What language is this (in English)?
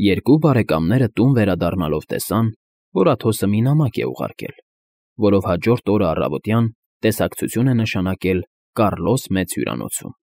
Armenian